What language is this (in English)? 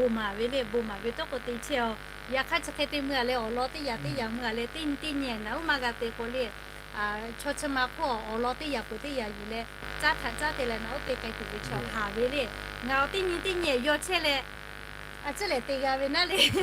Lahu